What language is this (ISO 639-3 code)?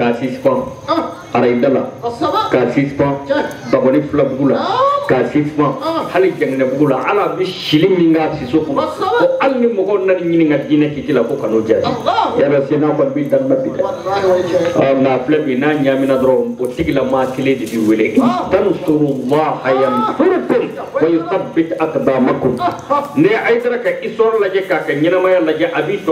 bam